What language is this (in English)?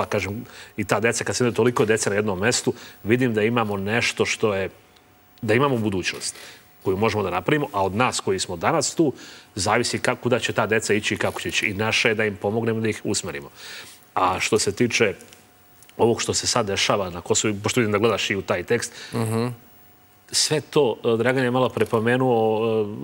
Serbian